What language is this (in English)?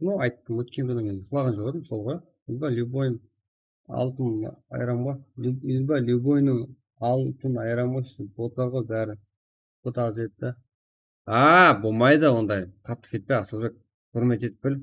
Kara-Kalpak